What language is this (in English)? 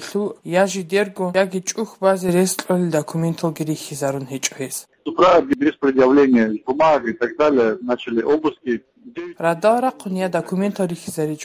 Avaric